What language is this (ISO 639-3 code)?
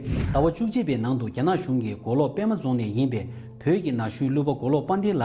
bod